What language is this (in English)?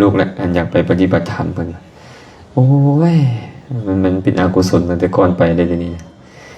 Lao